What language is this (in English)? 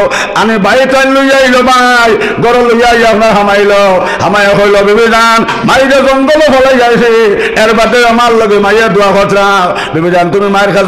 Sylheti